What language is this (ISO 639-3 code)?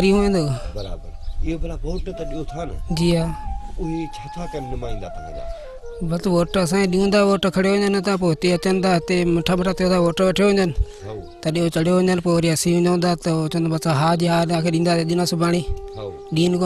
snd